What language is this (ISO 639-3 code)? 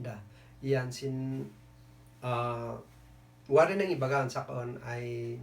kne